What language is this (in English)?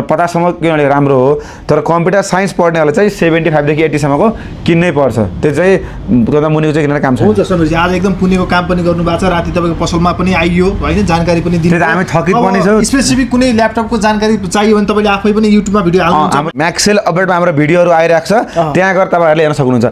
Nepali